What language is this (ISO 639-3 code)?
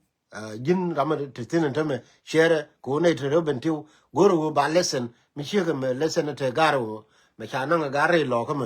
nus